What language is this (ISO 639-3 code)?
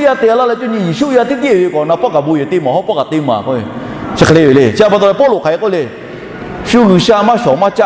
lhu